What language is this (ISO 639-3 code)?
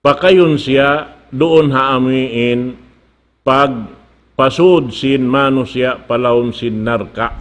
tsg